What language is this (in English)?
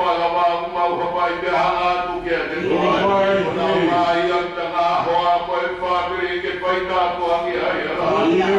Tongan